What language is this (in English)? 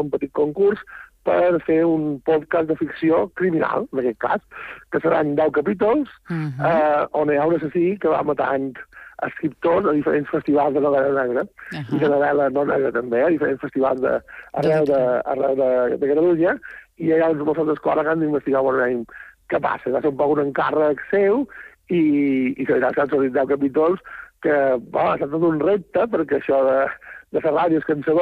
Catalan